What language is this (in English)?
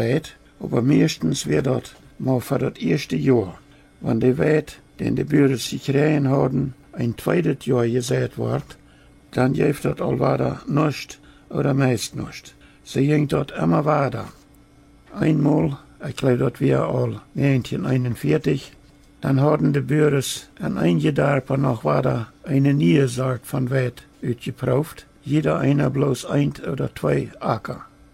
Plautdietsch